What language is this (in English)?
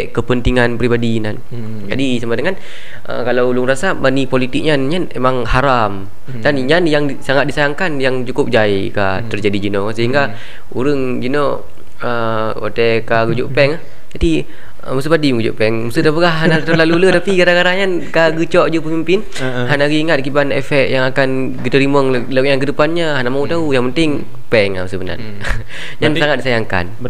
Achinese